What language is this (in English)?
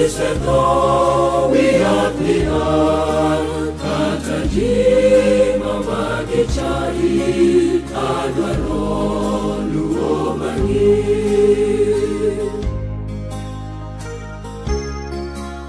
Luo (Kenya and Tanzania)